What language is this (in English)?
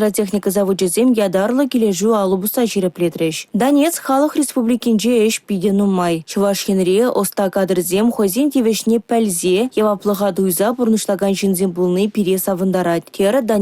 Chuvash